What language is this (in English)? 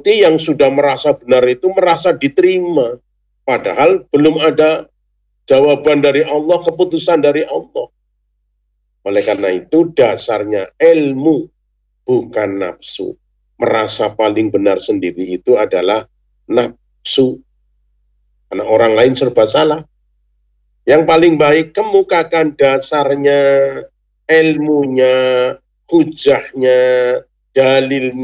Indonesian